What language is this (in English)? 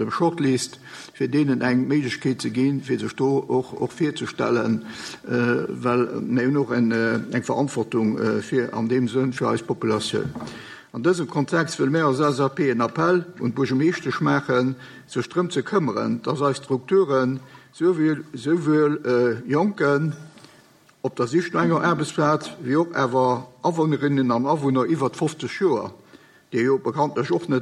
Luxembourgish